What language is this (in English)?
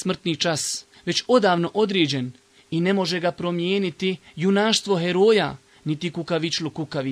Bosnian